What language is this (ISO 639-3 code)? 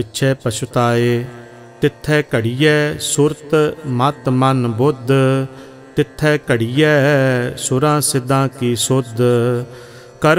pan